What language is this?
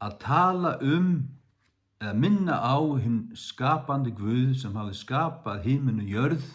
Faroese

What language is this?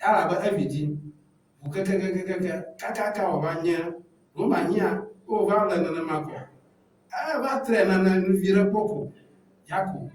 Ewe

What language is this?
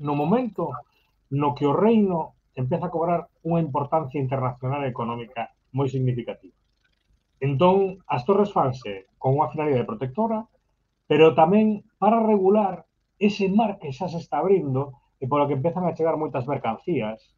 Galician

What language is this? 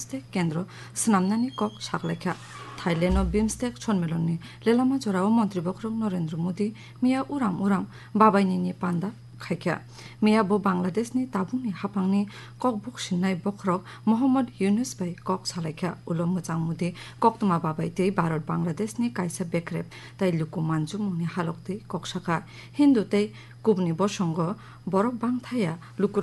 Kok Borok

